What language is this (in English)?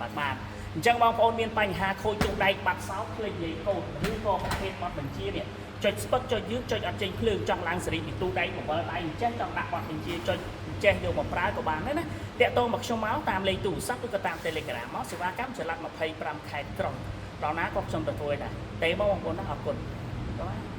Khmer